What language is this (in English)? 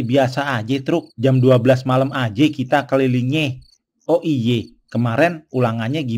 Betawi